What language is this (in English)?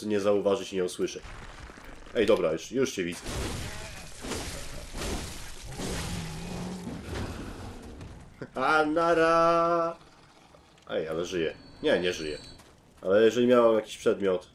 Polish